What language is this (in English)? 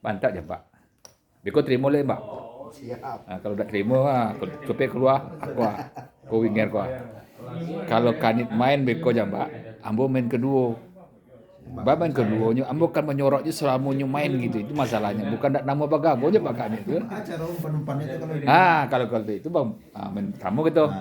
Minangkabau